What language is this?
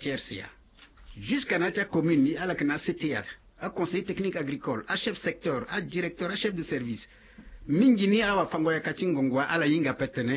Sango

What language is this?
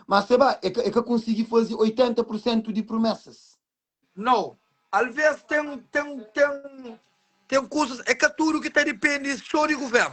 Kabuverdianu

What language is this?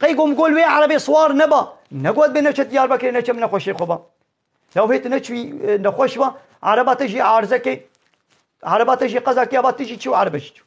Kurdish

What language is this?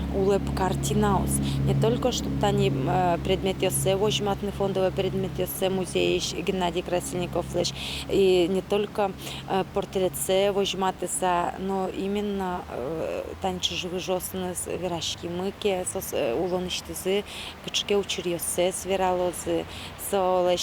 Udmurt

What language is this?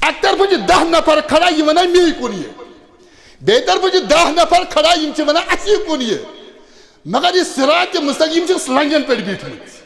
Kashmiri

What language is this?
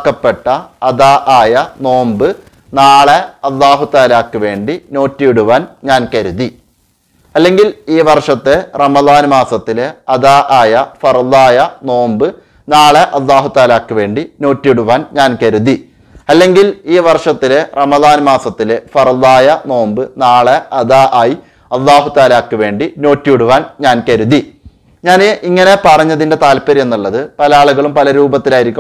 Malayalam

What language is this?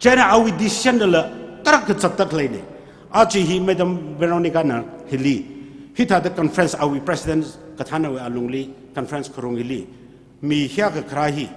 Tangkhul Naga (India)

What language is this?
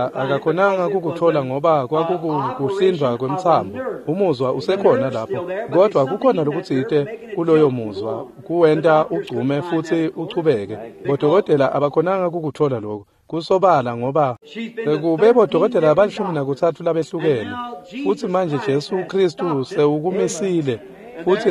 Swati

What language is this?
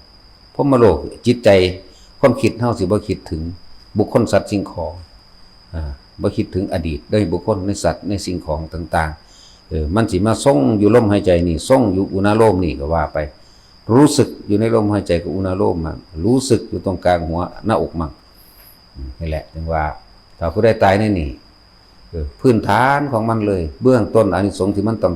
Northeastern Thai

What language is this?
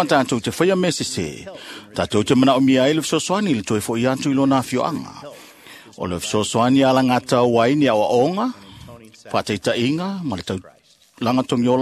Samoan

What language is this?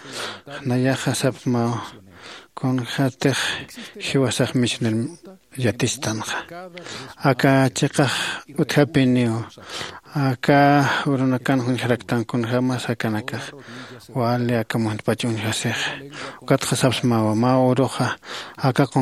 Aymara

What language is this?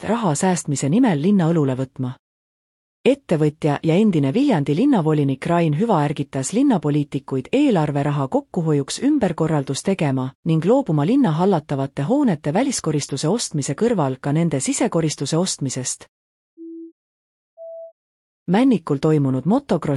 Estonian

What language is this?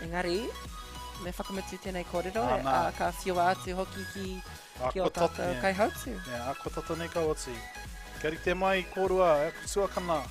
Māori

